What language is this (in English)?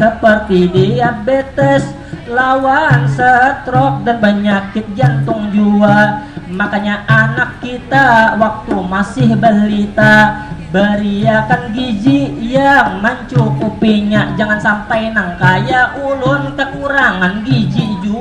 Banjar